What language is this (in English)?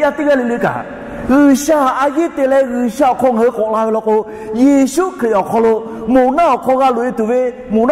Lahu